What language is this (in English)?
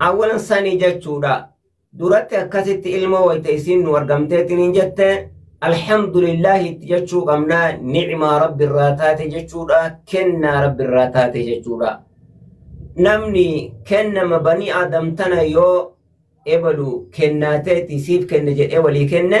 Oromo